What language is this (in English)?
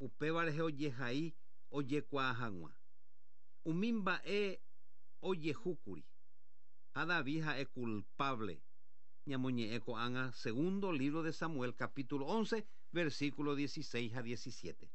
Guarani